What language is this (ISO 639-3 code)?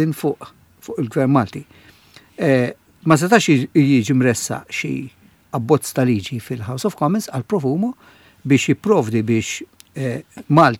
mlt